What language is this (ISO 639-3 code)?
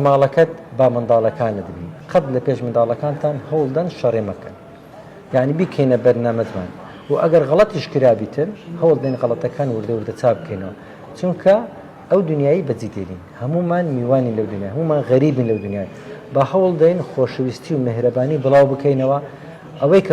ckb